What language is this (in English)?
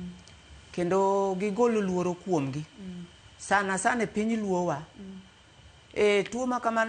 Luo (Kenya and Tanzania)